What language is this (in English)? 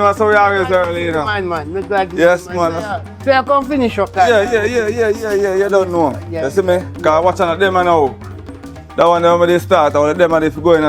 Jamaican Creole English